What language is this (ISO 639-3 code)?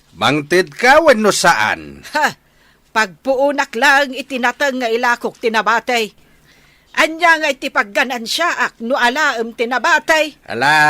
ilo